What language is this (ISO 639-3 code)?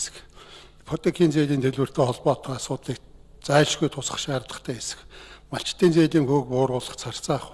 mon